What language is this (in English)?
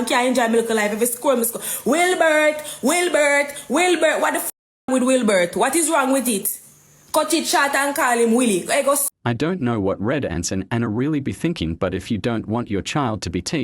Jamaican Creole English